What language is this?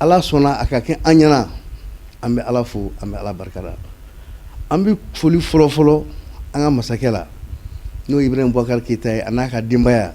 Bambara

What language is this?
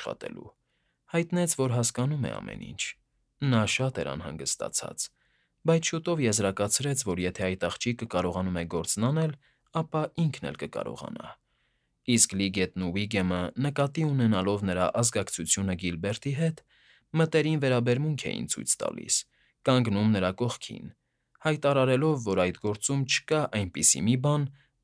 Armenian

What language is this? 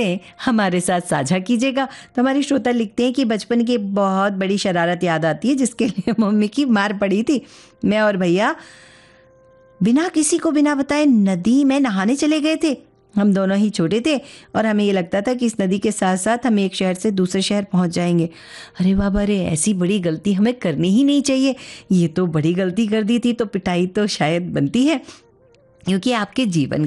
Hindi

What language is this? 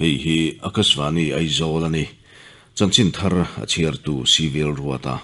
Mizo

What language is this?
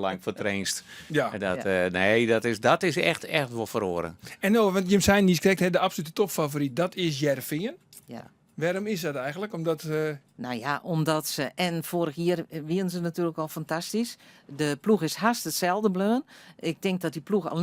Western Frisian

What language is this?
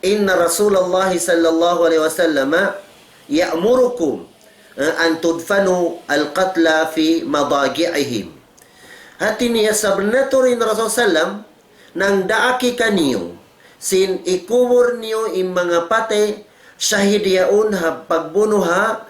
Tausug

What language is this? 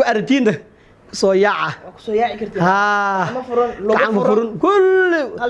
Somali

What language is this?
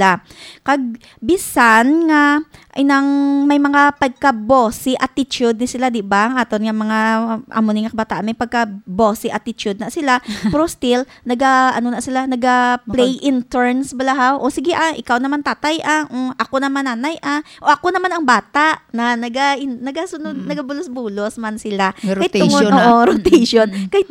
Hiligaynon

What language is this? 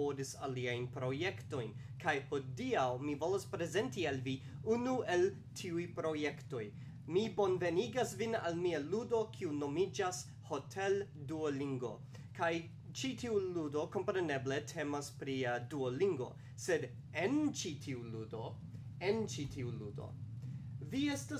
Esperanto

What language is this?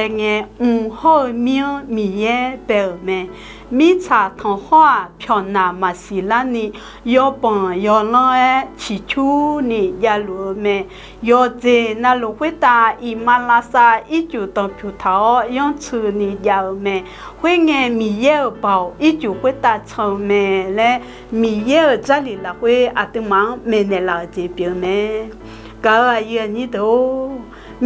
Akha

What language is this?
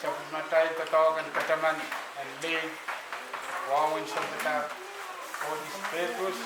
Pohnpeian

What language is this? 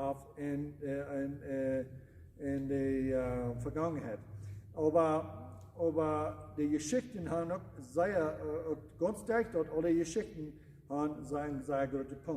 Plautdietsch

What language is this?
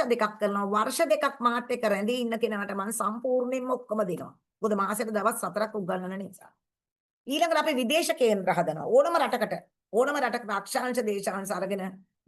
Sinhala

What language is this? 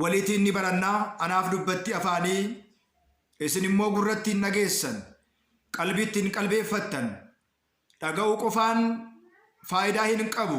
Oromo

